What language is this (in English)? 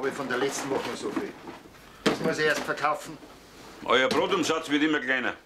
German